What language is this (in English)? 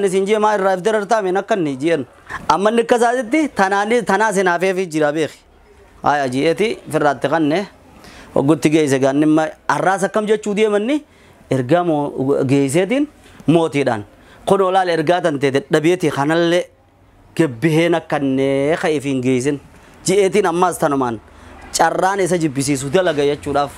Oromo